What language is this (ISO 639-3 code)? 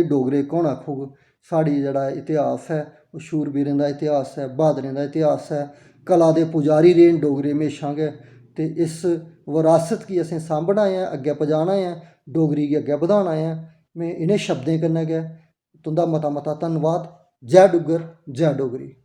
doi